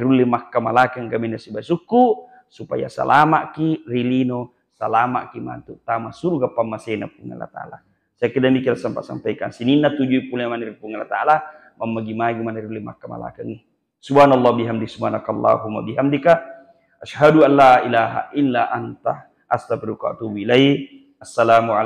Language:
Buginese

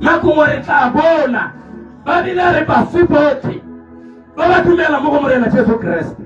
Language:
Tswana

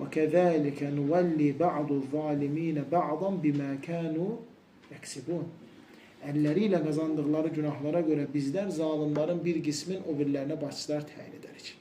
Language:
Azerbaijani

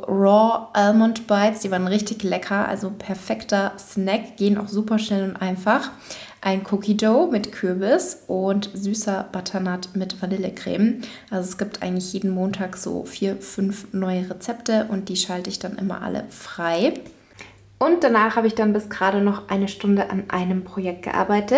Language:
German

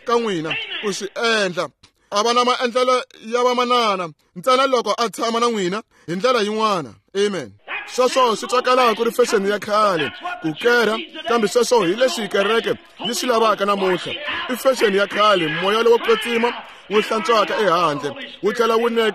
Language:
Tsonga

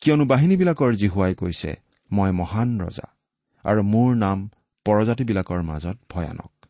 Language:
Assamese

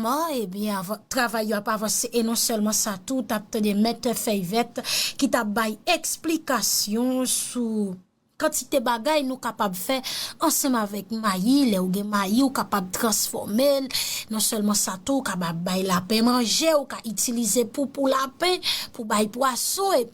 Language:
Haitian Creole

